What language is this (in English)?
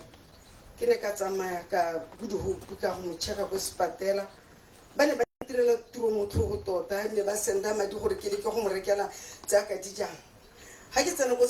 Tswana